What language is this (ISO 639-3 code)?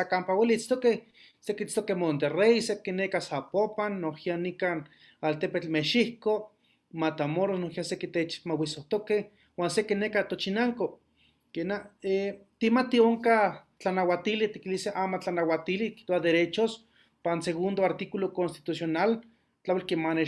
nhe